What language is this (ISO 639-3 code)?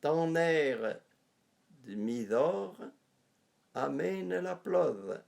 frp